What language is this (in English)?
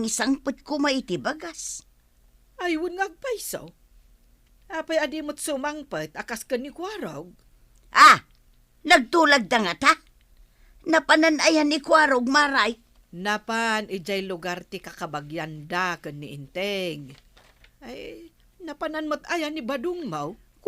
Iloko